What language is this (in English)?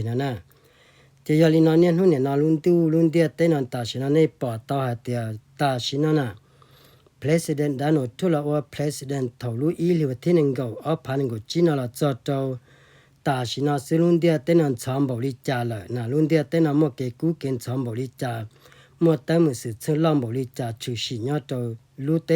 Hmong